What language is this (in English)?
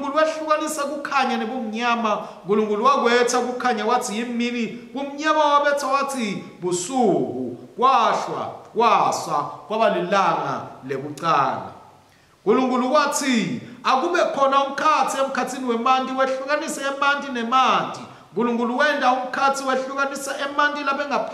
Swati